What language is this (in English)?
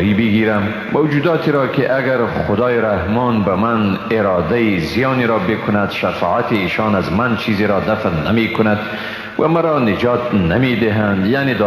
Persian